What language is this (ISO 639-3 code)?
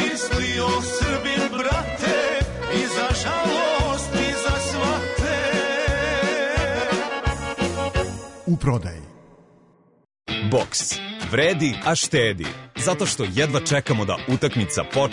srp